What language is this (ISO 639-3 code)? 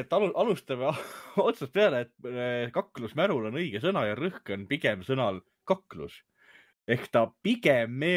est